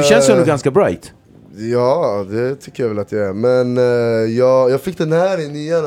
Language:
Swedish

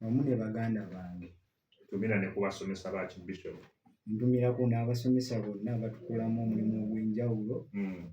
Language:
Ganda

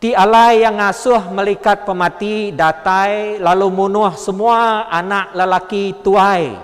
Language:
Iban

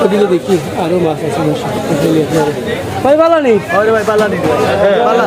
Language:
Sylheti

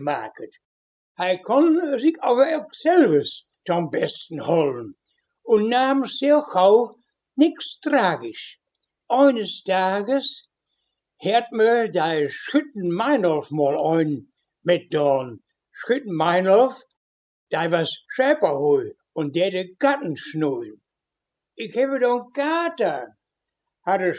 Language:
Westphalien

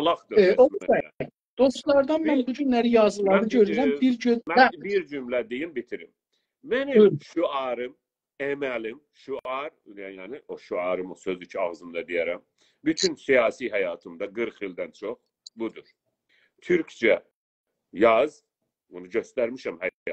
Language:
South Azerbaijani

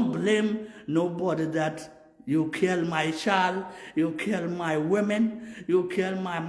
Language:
Nuer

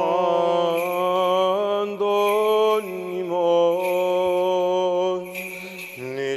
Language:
Greek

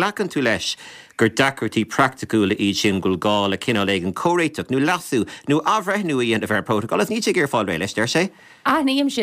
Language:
Irish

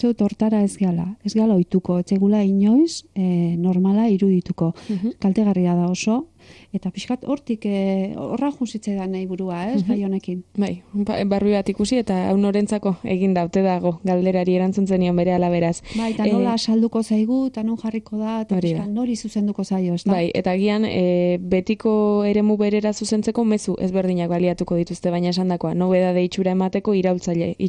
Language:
Basque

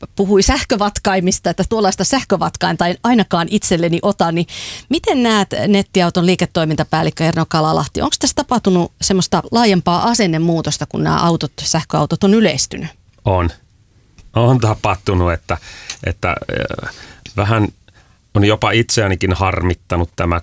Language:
Finnish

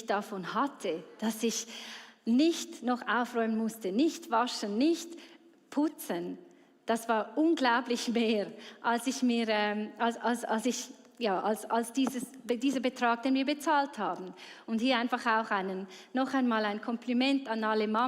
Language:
Swiss German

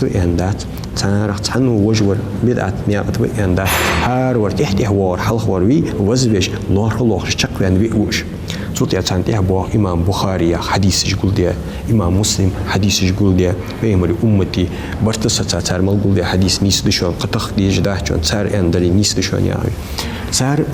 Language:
Ingush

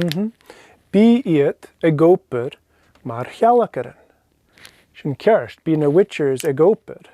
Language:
Scottish Gaelic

